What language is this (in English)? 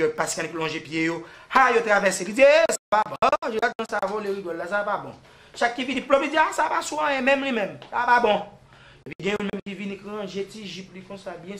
Haitian Creole